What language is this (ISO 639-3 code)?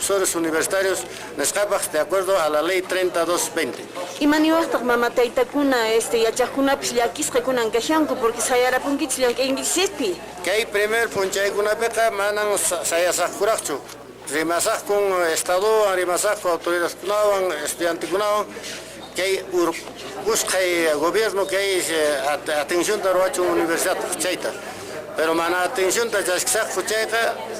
que